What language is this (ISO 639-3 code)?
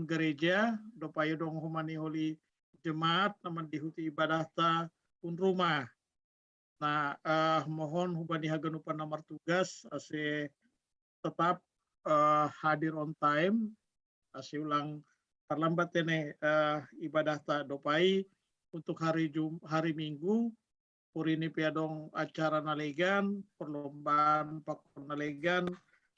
bts